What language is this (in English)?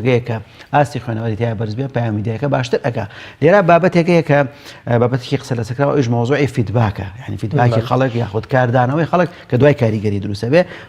Central Kurdish